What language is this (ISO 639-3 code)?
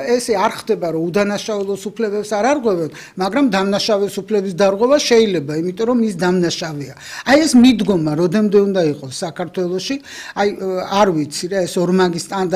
kat